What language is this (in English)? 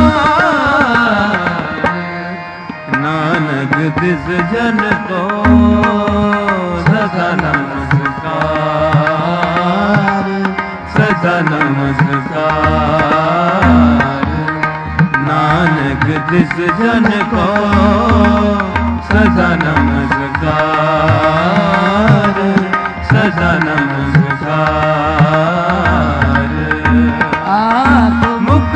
Punjabi